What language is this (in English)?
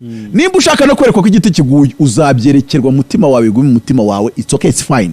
Kinyarwanda